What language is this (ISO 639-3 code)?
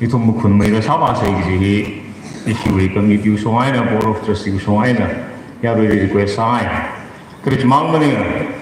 nmf